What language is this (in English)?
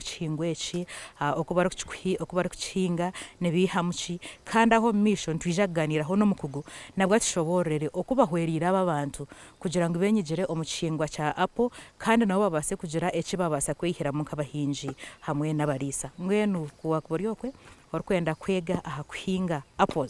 Nyankole